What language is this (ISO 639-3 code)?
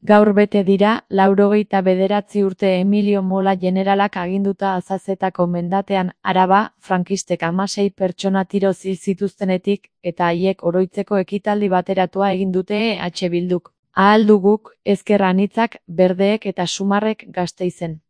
eus